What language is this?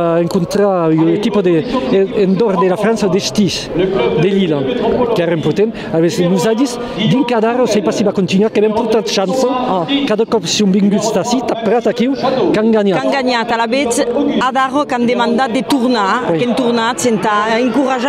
Occitan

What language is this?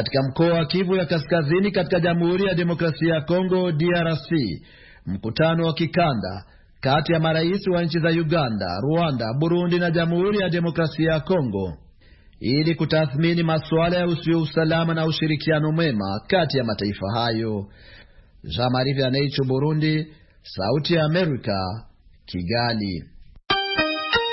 Swahili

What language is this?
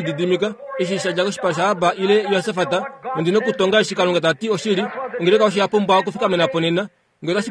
Kuanyama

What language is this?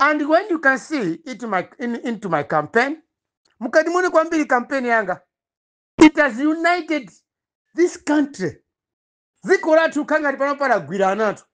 Nyanja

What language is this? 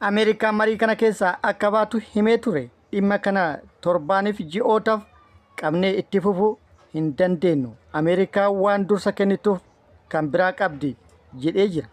Oromo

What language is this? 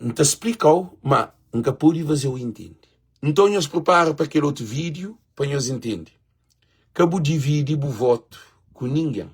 Kabuverdianu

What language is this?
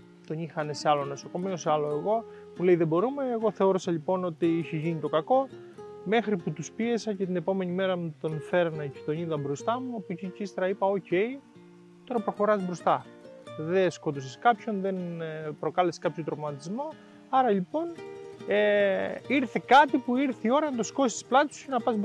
Greek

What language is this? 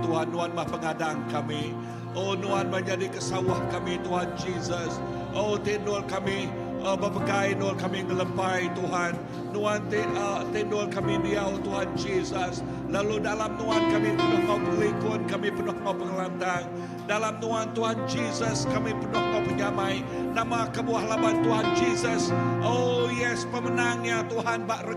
Iban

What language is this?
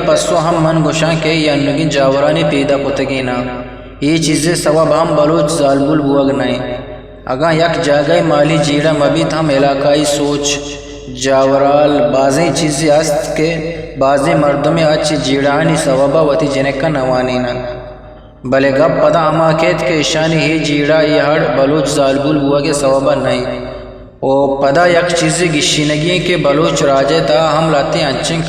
Eastern Balochi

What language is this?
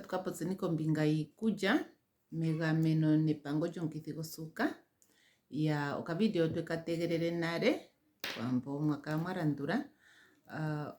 Ndonga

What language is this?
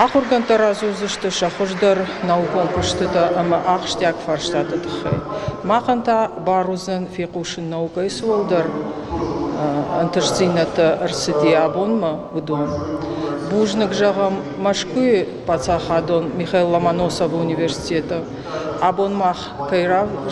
Ossetic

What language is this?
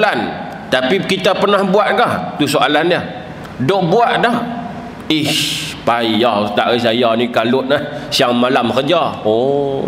Malay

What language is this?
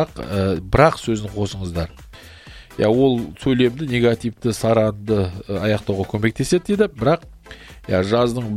Kazakh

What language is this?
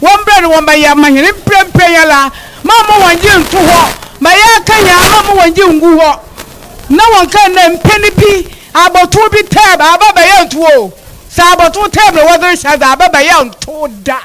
Akan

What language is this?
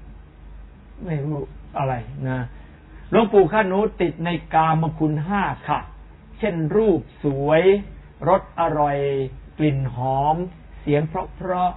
Thai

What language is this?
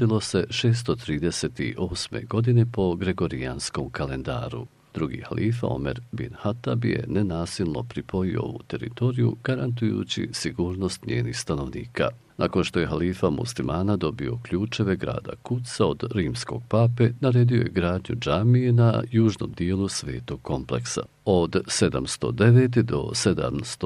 Bosnian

